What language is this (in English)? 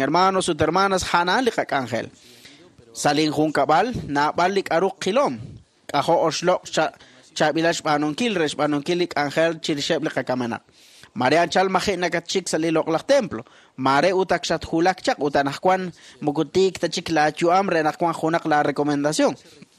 Kekchí